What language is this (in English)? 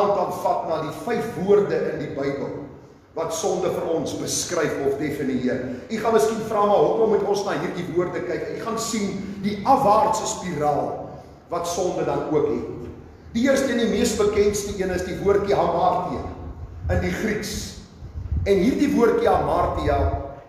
Afrikaans